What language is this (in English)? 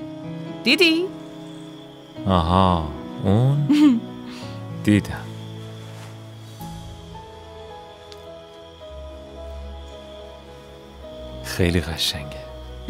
Persian